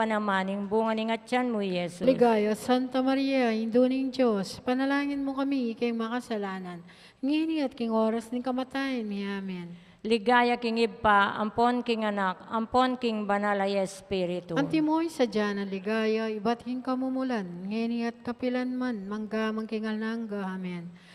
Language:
Pampanga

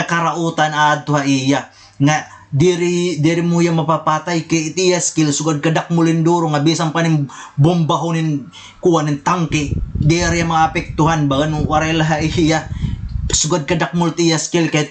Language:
Waray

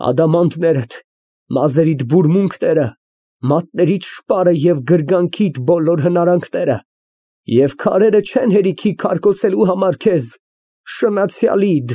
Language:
Armenian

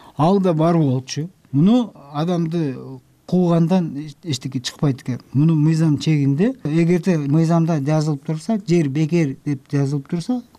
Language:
Kyrgyz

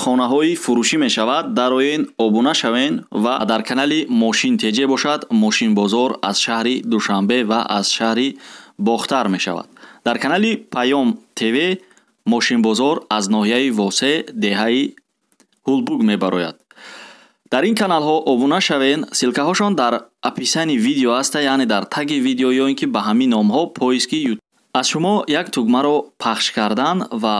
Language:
Tajik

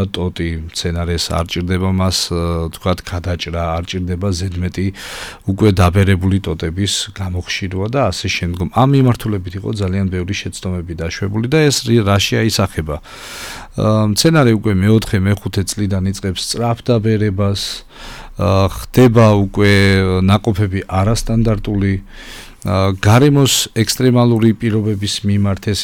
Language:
Georgian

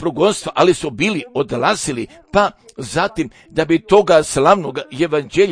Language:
Croatian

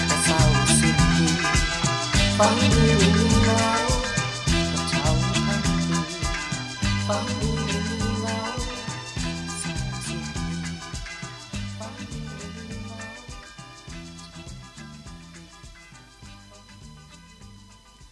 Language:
Thai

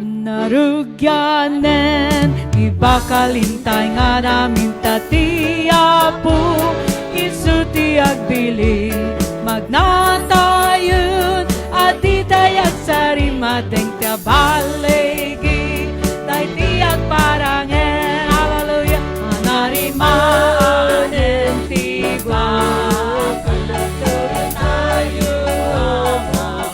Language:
Iloko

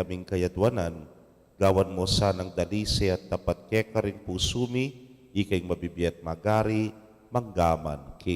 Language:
Pampanga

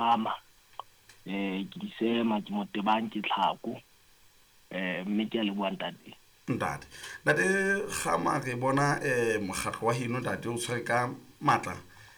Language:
Southern Sotho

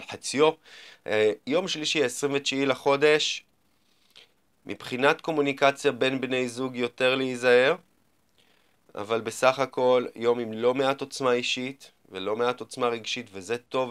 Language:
Hebrew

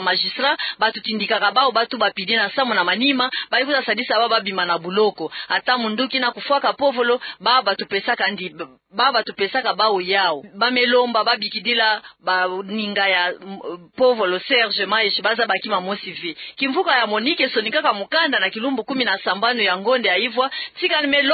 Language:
Kituba (Democratic Republic of Congo)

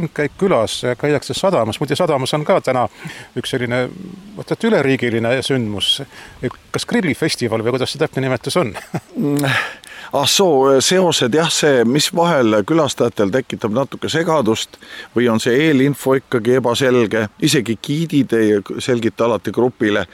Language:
Estonian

